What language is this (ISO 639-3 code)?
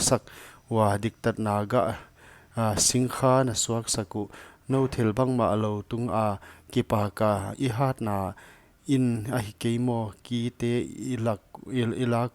pck